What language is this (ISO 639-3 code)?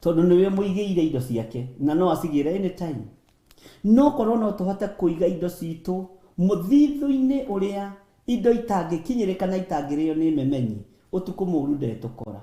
kik